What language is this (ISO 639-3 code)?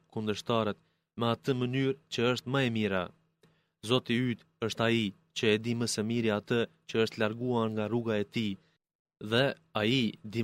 sqi